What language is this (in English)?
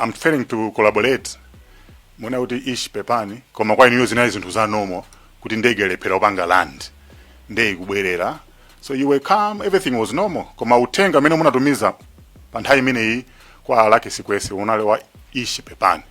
Nyanja